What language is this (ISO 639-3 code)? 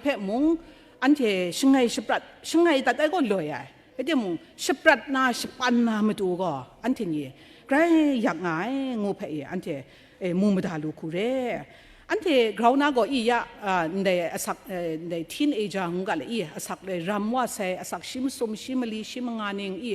kac